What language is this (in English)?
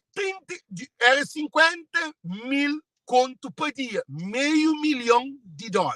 Kabuverdianu